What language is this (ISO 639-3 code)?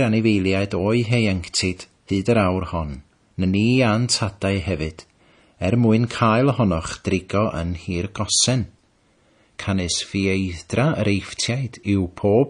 cym